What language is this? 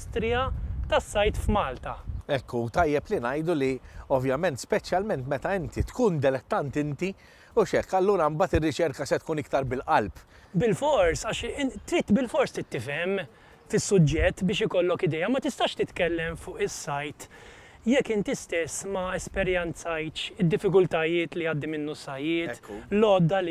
Maltese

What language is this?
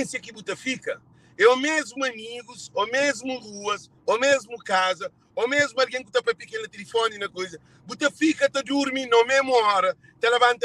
Kabuverdianu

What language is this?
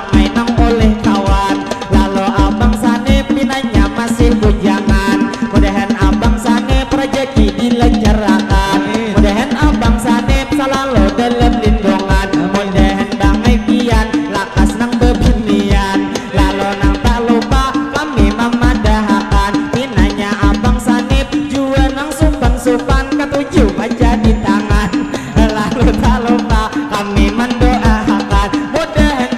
Banjar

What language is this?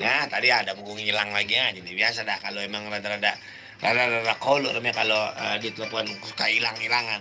Betawi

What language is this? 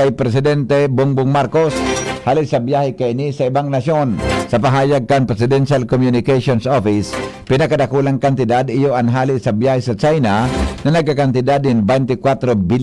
Bikol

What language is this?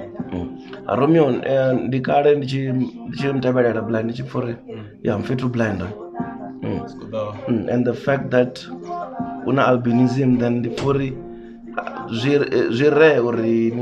Venda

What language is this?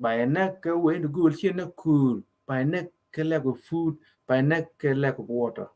Nuer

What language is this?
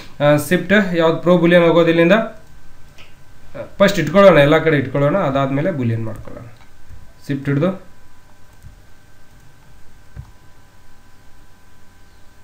Kannada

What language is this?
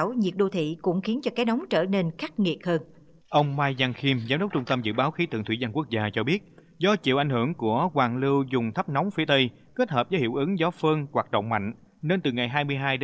Vietnamese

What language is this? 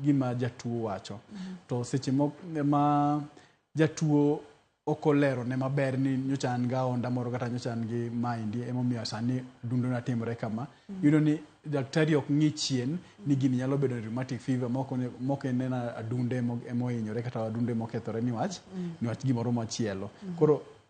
Luo (Kenya and Tanzania)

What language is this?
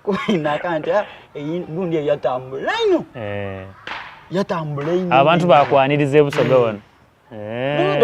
Soga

